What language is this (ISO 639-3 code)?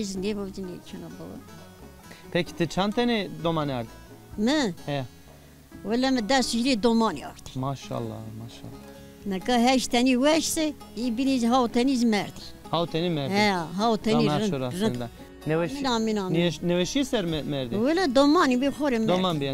zza